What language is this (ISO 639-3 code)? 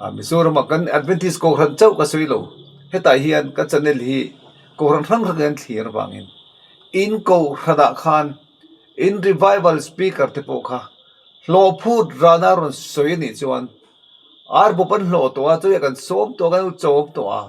lus